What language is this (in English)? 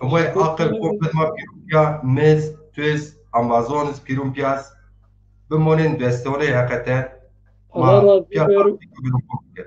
Zaza